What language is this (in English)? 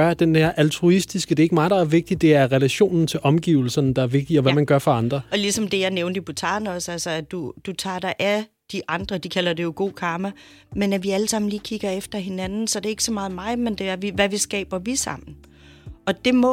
Danish